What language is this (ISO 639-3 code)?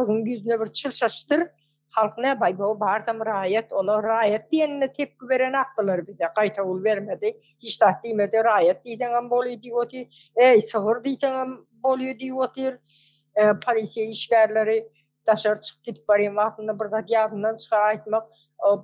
tuk